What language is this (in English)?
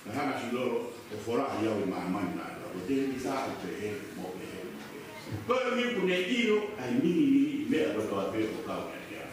Tongan